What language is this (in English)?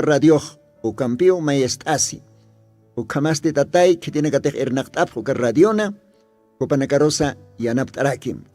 Aymara